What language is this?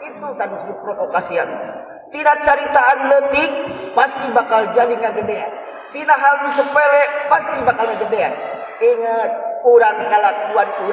Sundanese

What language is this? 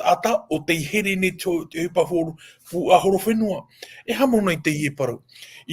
Tahitian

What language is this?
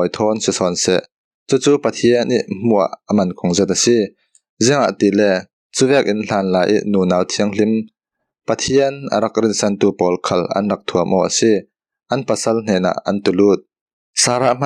Falam Chin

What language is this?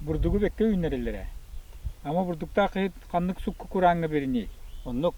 Yakut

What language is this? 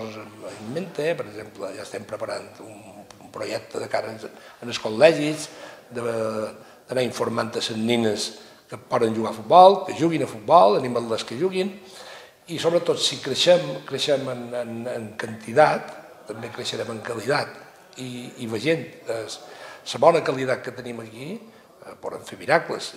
Catalan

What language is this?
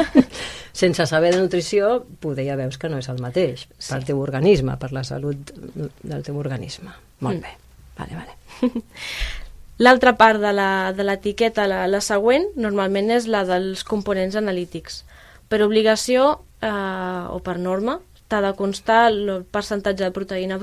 Catalan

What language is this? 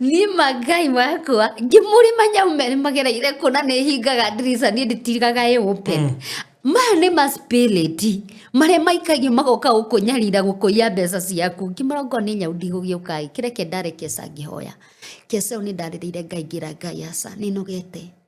Kikuyu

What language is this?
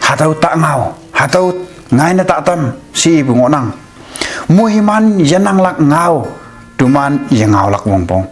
Konyak Naga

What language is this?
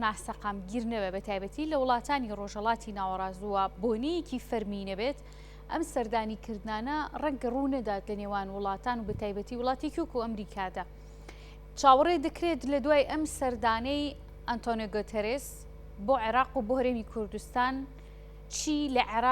Central Kurdish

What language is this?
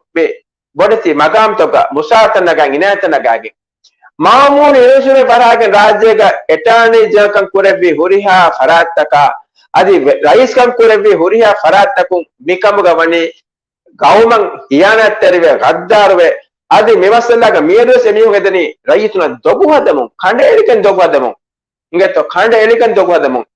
Divehi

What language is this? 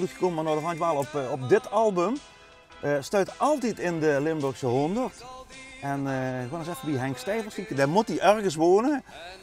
Limburgish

